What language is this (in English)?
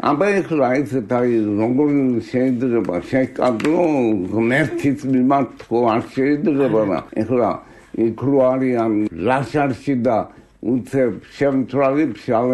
Georgian